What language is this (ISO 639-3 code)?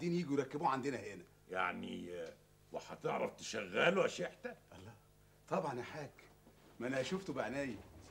arz